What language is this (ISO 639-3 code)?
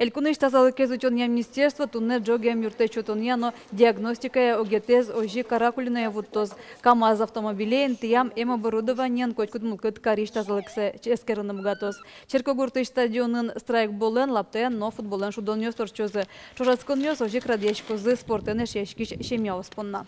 udm